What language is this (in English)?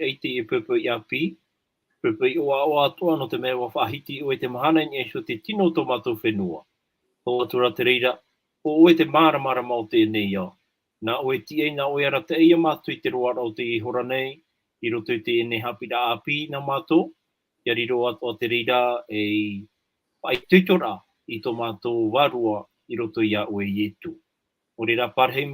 Tahitian